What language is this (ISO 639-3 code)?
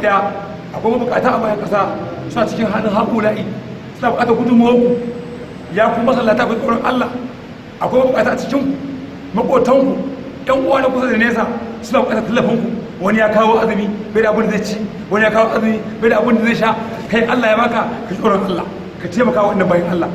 hau